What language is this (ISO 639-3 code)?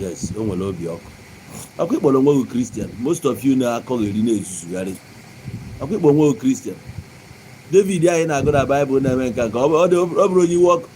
ibo